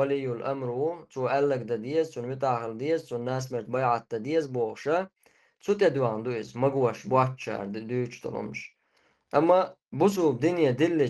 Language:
Chechen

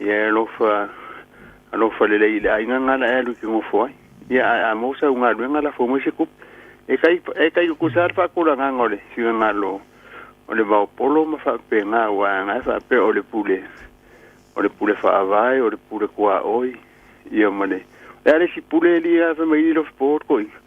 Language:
Samoan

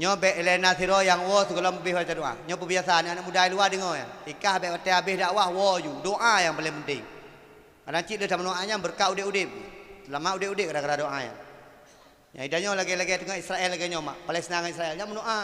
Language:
Achinese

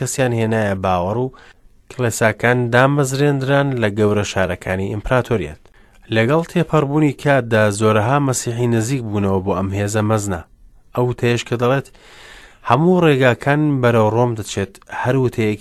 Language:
Central Kurdish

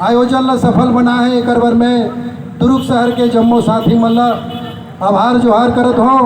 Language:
Chhattisgarhi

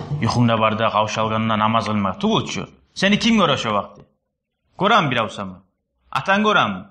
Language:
Kumyk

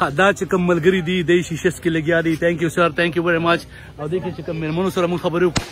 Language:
Pashto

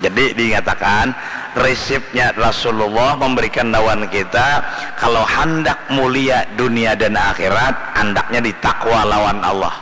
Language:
Banjar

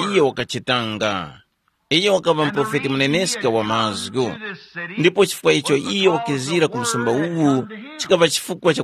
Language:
Tumbuka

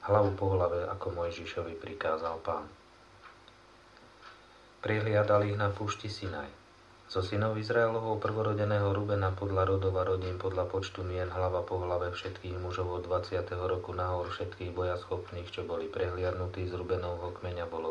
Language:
Slovak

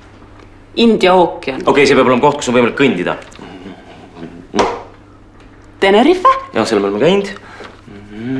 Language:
Estonian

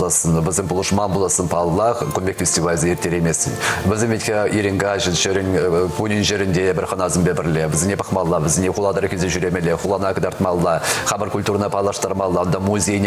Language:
Chuvash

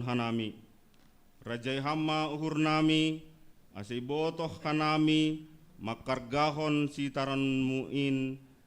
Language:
Batak Simalungun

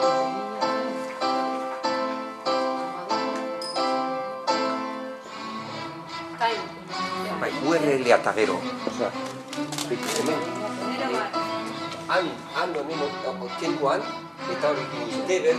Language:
Basque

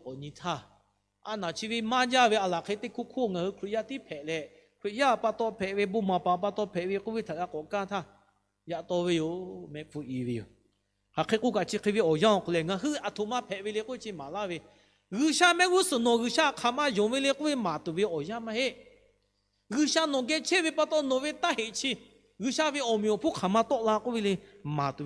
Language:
Lahu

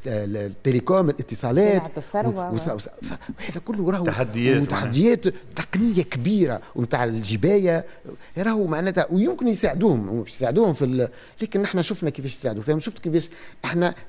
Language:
Tunisian Arabic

